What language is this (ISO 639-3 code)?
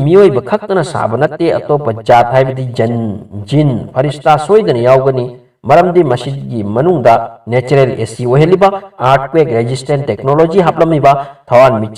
mni